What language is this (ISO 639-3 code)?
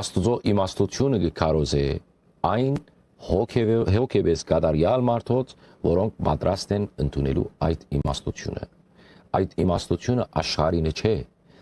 hyw